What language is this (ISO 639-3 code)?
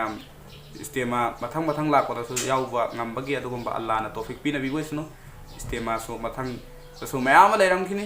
mni